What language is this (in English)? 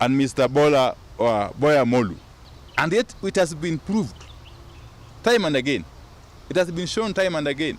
Meru